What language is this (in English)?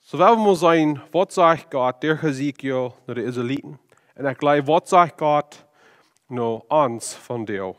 Plautdietsch